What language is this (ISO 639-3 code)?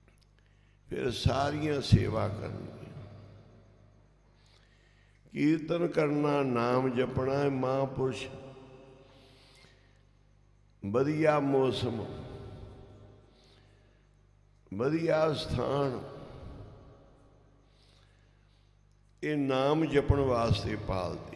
pan